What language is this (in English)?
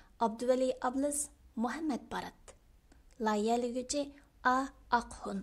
Uyghur